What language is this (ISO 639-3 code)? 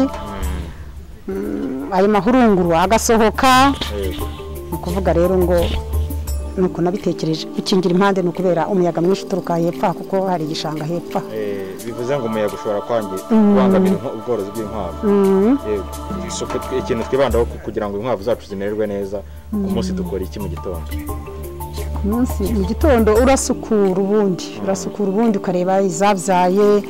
kin